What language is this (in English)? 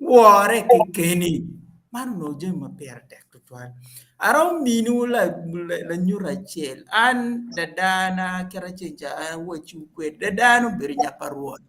Acoli